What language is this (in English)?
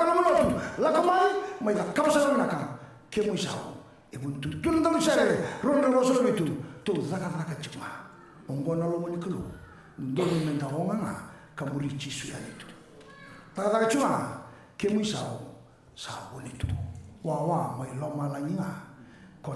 Fijian